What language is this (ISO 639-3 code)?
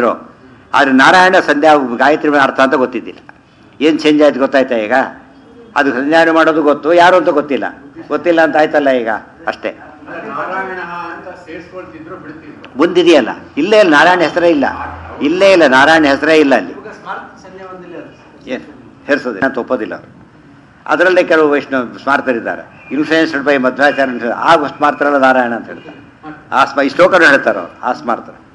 kan